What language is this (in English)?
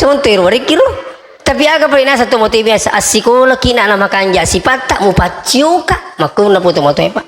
Buginese